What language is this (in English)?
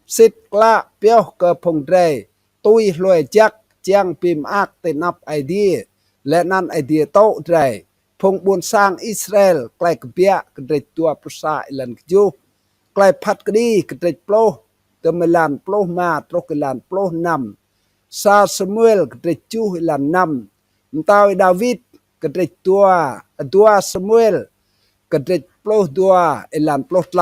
Rade